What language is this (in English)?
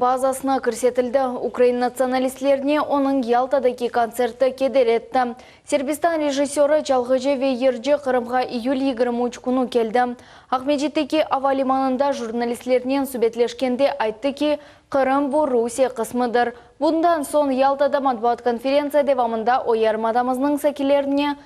Crimean Tatar